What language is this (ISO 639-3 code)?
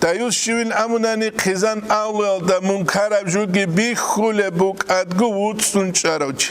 ava